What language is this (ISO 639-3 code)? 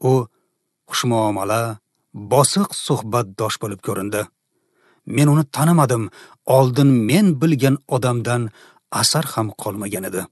uzb